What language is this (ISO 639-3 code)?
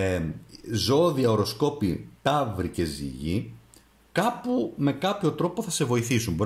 ell